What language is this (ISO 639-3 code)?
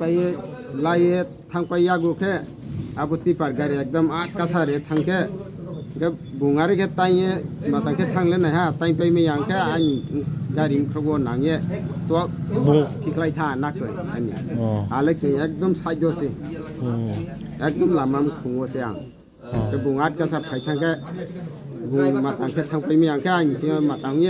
ria